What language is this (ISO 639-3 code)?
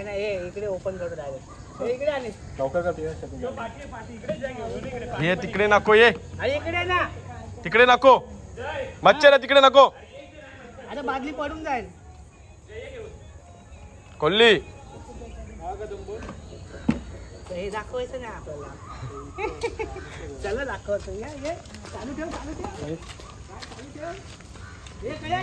mar